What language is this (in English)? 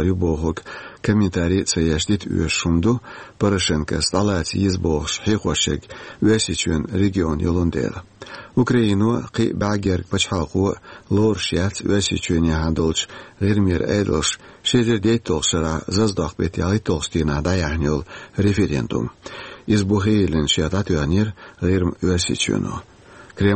Chechen